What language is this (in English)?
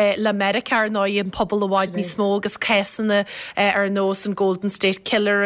Irish